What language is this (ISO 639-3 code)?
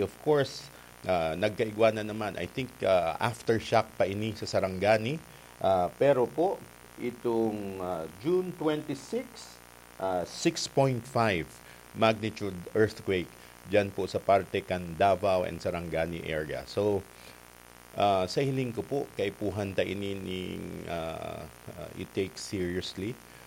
bik